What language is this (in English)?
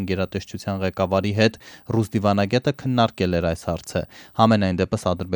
Armenian